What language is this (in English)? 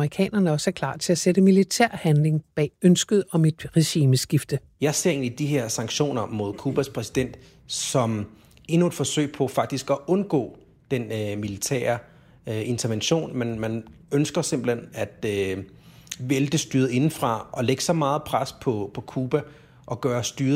Danish